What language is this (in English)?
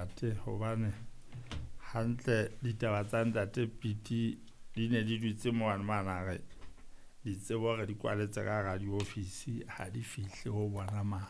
Southern Sotho